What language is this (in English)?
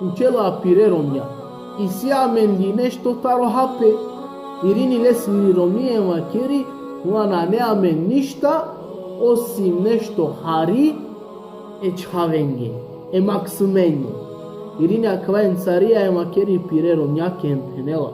Balkan Romani